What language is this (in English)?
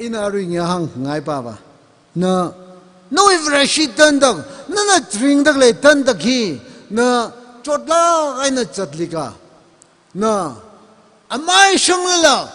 Tangkhul Naga (India)